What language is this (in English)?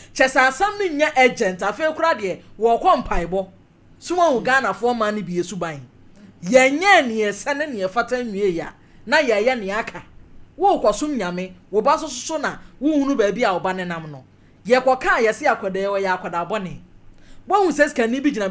Akan